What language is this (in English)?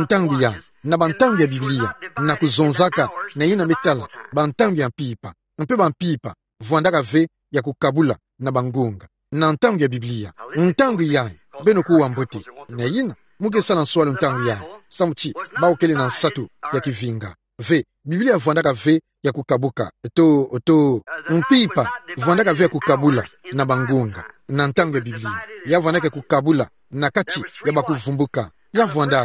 Kituba (Democratic Republic of Congo)